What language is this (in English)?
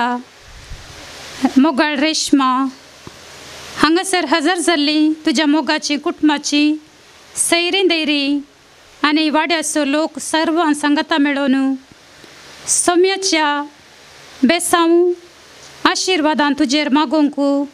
Konkani